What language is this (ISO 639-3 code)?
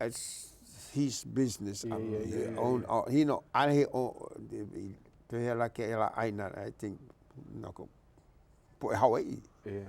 haw